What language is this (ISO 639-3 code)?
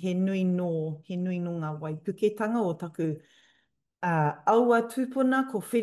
mri